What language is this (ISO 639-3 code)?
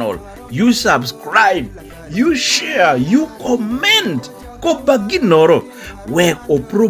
laj